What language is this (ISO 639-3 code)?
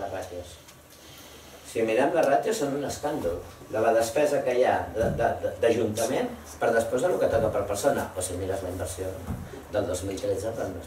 cat